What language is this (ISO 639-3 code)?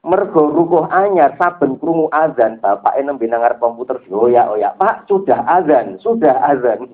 jav